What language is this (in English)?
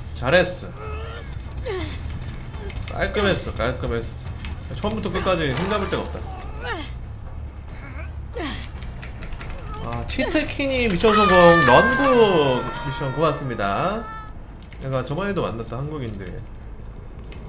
Korean